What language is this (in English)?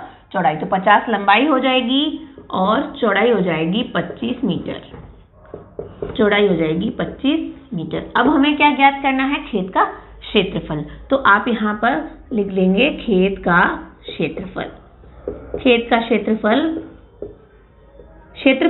Hindi